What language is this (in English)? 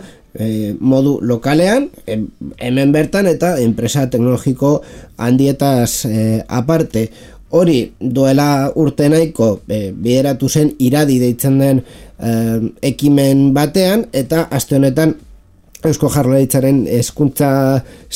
Basque